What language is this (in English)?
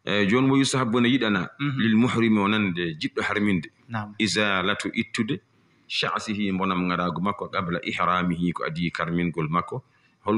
Fula